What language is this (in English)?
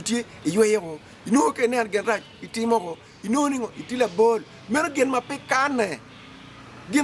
Acoli